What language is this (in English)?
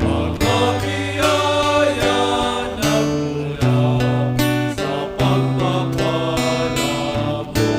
Bikol